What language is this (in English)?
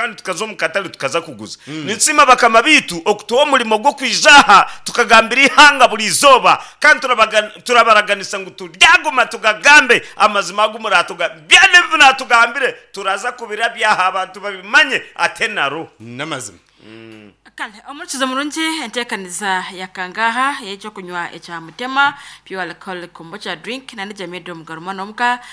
Nyankole